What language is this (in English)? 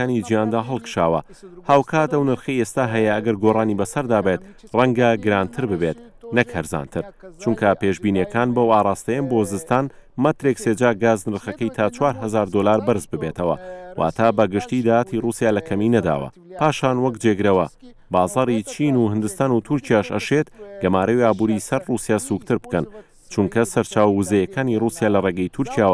Central Kurdish